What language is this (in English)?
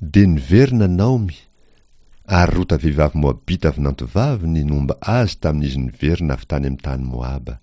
Malagasy